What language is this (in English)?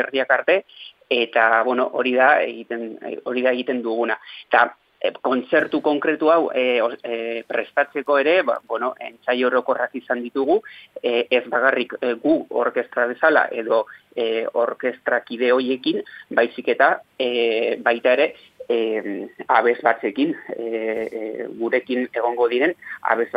Basque